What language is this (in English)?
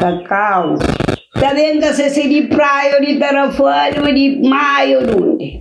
Kabuverdianu